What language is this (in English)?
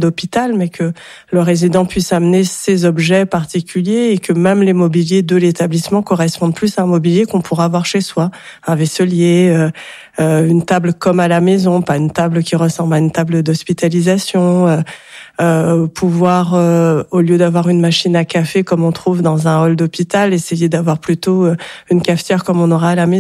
French